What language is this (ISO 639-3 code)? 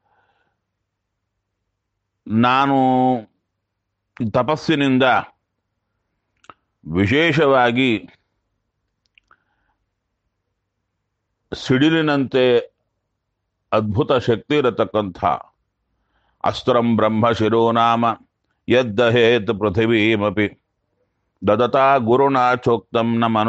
kan